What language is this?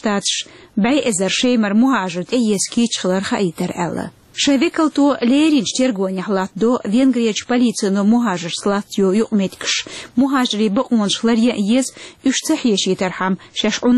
Chechen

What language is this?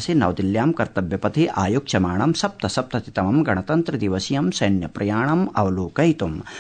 Sanskrit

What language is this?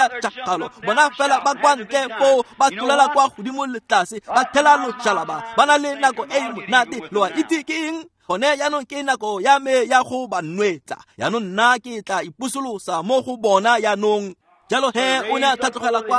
Tswana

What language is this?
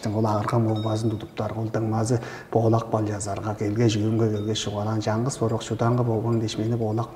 Tuvinian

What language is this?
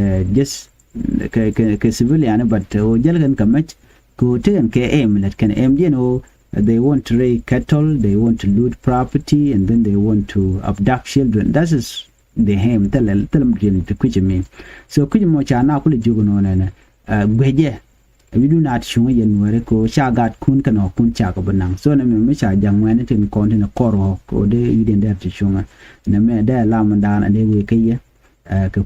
Nuer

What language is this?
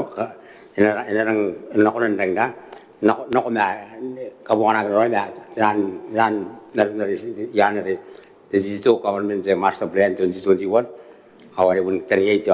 Gilbertese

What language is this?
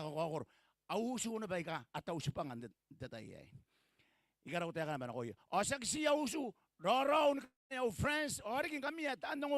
Gilbertese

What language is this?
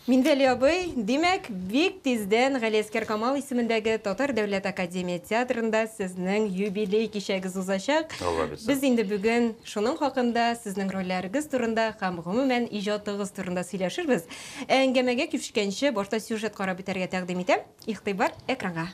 Tatar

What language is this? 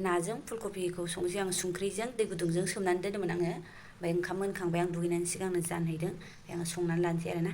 Bodo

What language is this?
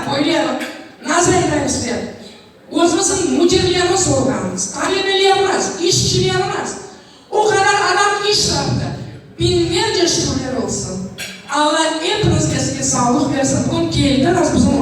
Crimean Tatar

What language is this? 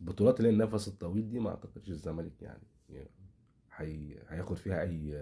Egyptian Arabic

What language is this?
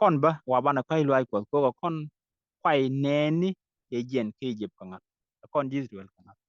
Nuer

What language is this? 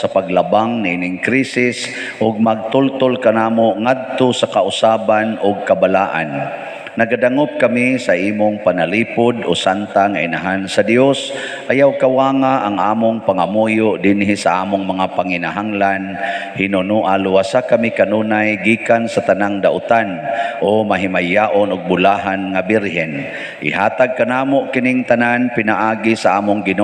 Cebuano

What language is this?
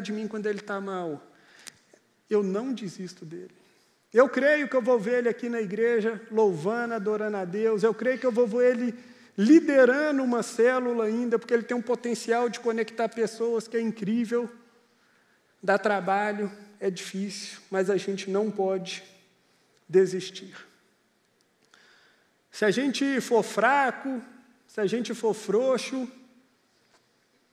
Portuguese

